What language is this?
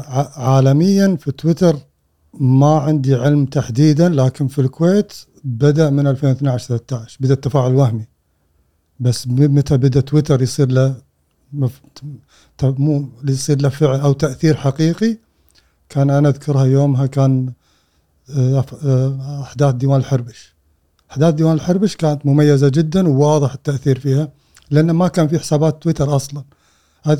Gulf Arabic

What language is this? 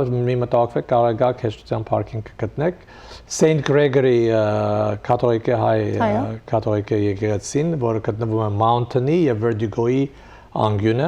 Western Armenian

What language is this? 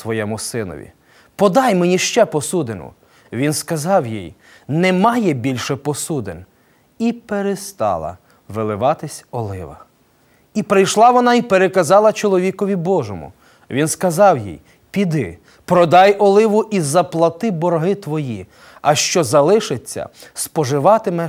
Ukrainian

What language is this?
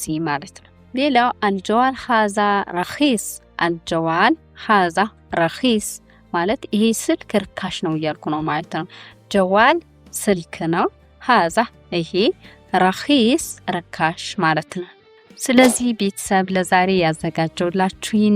Amharic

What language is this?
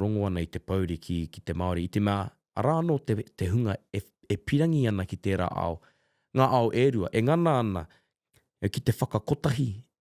Māori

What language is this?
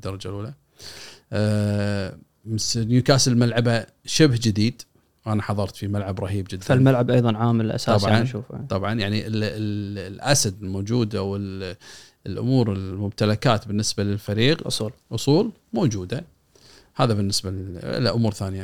Gulf Arabic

